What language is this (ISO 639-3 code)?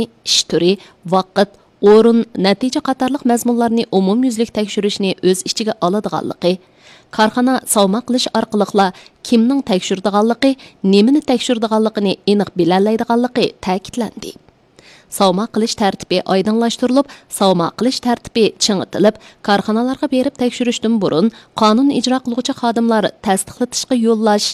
uig